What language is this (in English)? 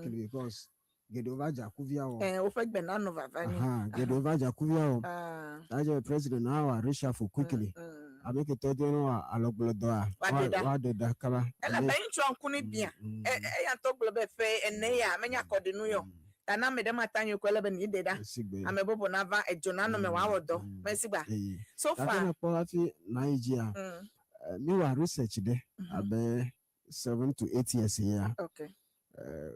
Ewe